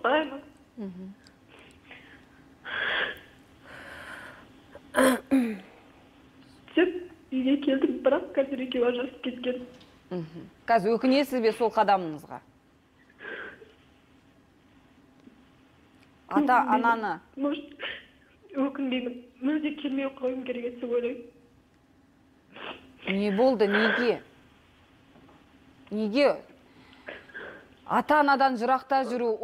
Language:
Kazakh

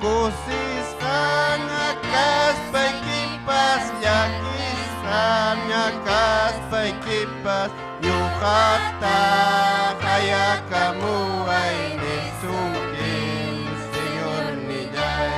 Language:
Ayacucho Quechua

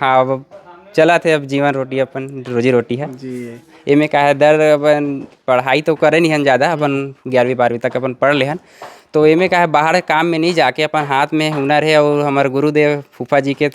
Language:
Chhattisgarhi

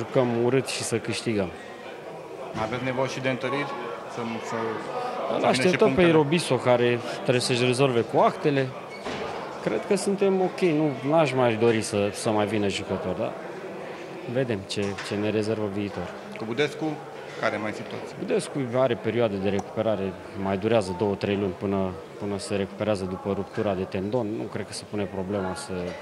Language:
Romanian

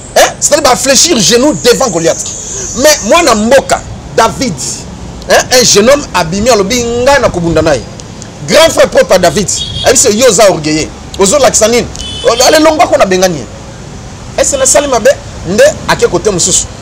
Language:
Lingala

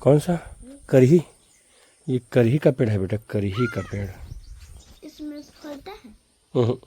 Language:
Chhattisgarhi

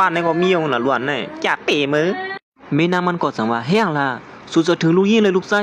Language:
Shan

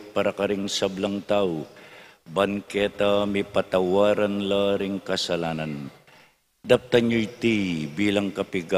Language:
Pampanga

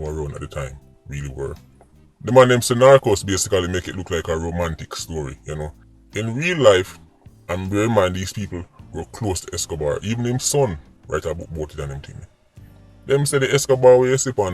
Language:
Jamaican Creole English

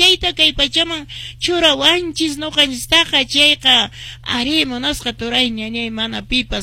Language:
Quechua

